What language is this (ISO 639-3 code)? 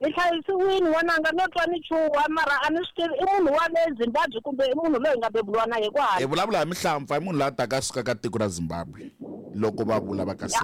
tso